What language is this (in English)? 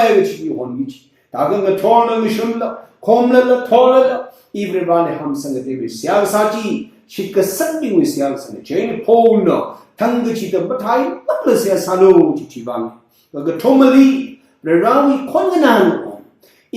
Tangkhul Naga (India)